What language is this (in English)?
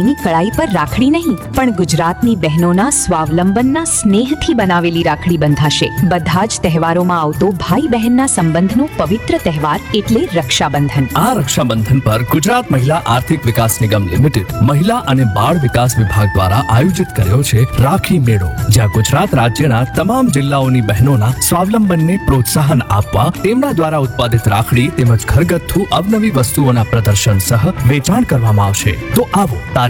Gujarati